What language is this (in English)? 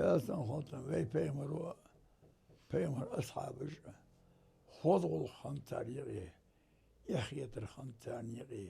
Ingush